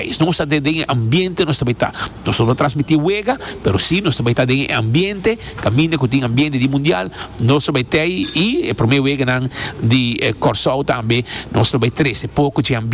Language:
Papiamento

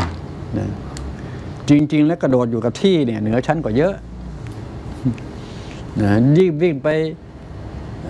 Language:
Thai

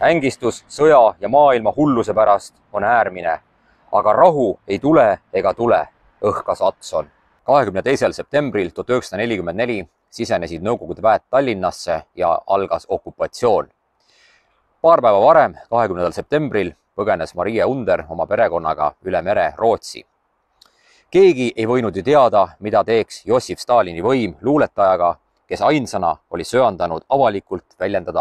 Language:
Estonian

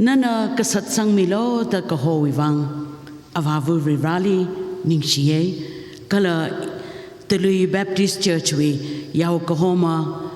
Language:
Tangkhul Naga (India)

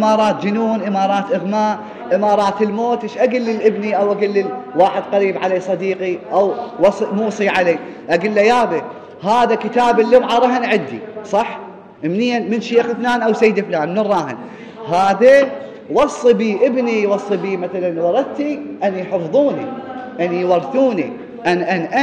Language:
Mesopotamian Arabic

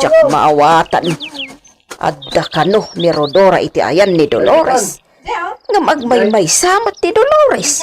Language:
Iloko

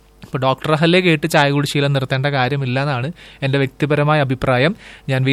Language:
Malayalam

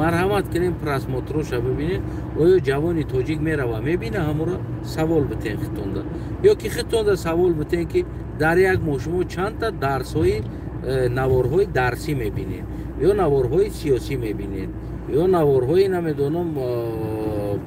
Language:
Tajik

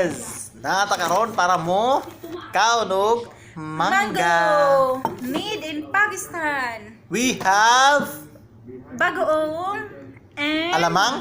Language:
Cebuano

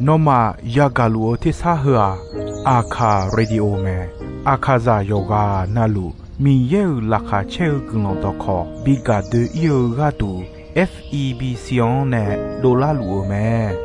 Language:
Akha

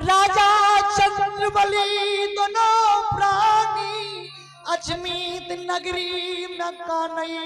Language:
Maithili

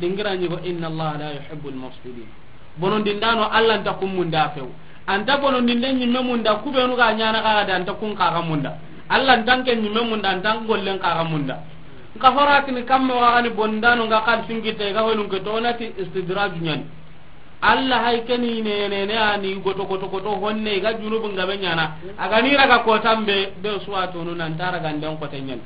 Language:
Soninke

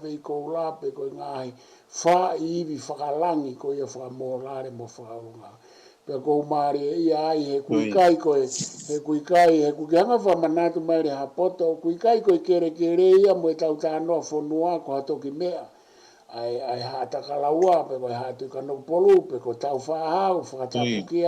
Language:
Tongan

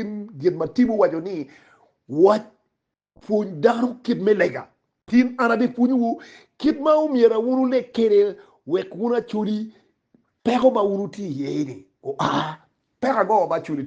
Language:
Acoli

